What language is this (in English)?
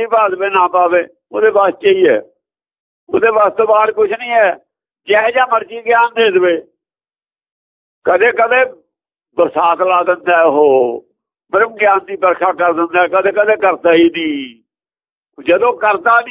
Punjabi